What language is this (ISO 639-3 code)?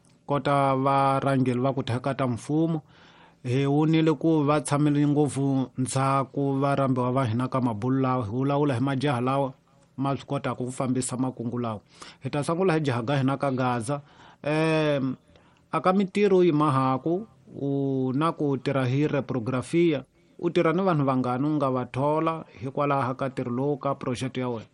tso